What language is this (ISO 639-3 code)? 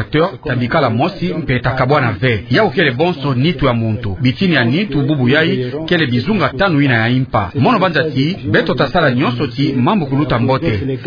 ktu